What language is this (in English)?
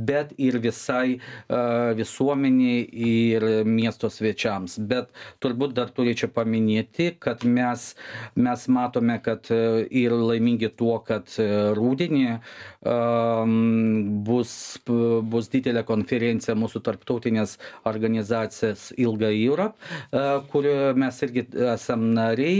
Lithuanian